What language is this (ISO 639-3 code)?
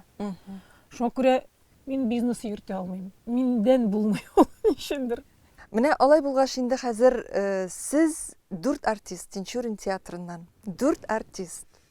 tat